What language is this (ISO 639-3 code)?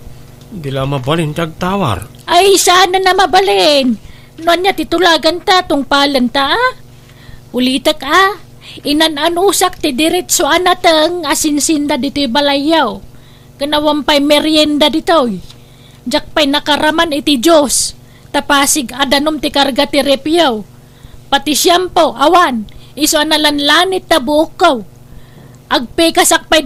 ilo